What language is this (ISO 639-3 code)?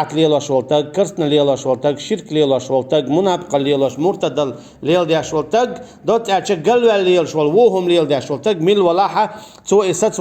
che